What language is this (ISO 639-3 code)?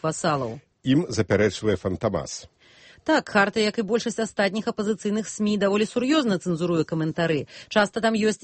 bel